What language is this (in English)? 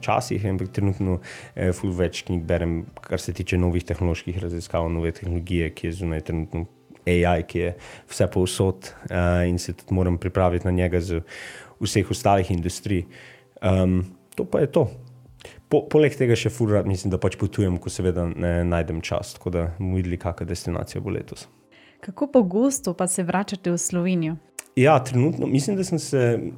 Slovenian